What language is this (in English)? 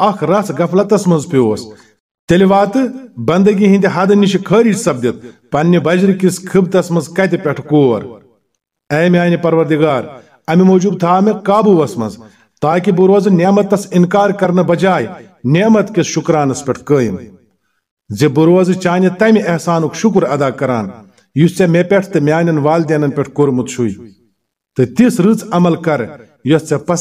Kashmiri